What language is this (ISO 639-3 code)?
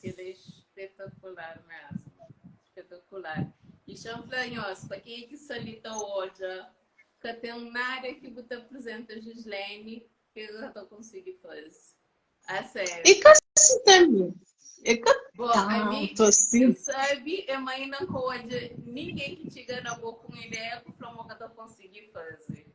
kea